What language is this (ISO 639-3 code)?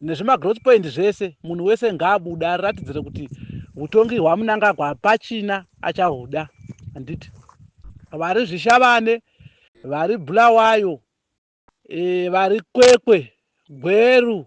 sna